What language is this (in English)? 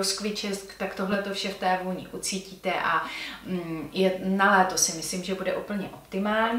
Czech